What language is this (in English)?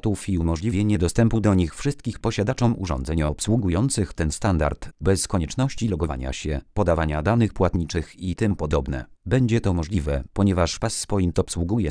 Polish